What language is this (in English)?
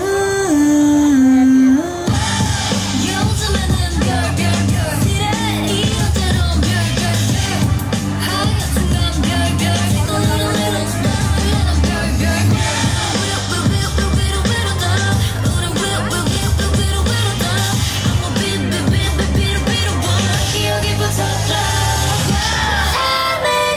Korean